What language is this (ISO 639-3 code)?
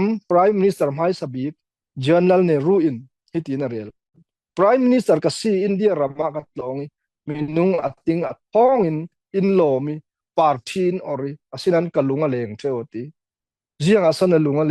cfm